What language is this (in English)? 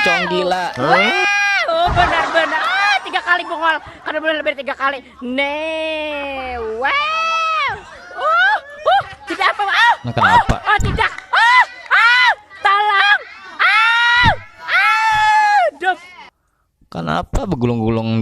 Banjar